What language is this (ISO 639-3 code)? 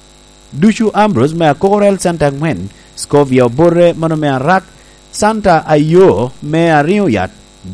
laj